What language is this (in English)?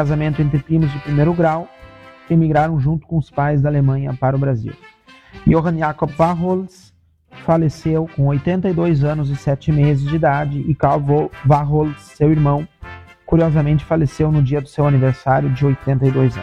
Portuguese